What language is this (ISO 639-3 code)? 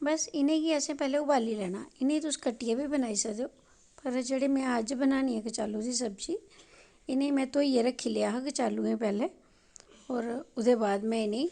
doi